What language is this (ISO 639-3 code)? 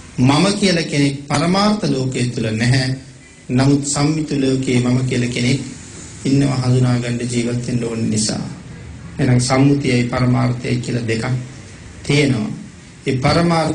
sin